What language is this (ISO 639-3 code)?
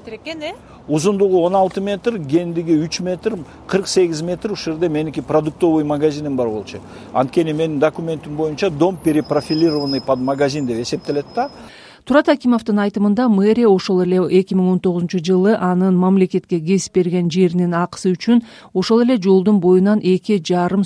kir